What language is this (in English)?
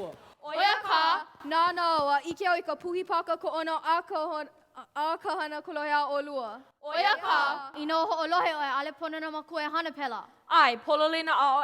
Hawaiian